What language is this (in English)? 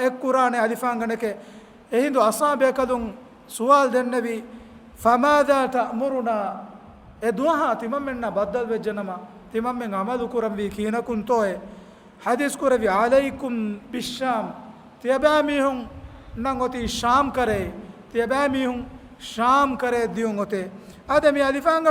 Divehi